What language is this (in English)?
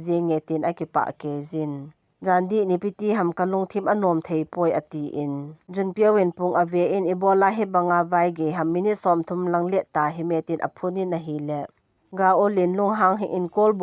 Thado Chin